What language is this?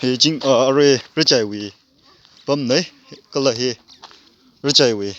Tangkhul Naga (India)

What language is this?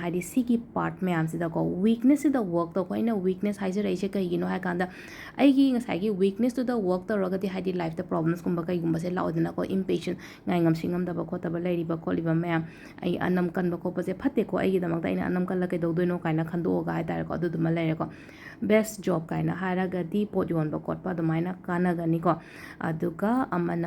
Manipuri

